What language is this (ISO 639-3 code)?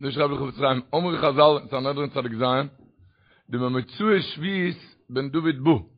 yid